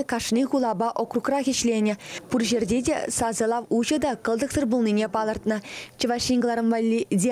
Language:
Chuvash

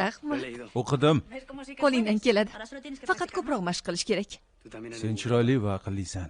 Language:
Uzbek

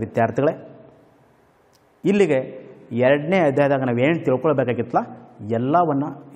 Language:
Kannada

